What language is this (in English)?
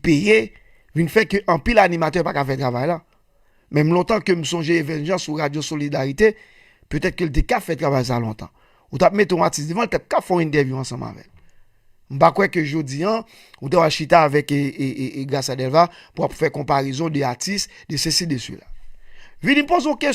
Haitian Creole